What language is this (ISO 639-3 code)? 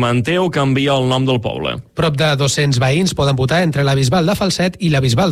cat